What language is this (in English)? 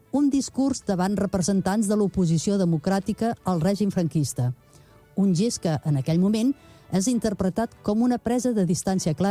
Catalan